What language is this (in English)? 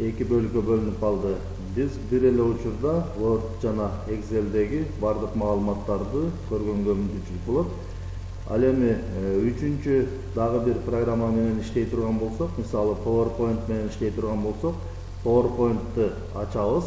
Kyrgyz